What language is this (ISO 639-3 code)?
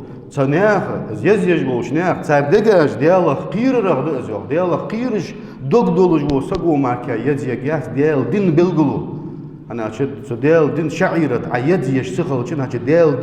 inh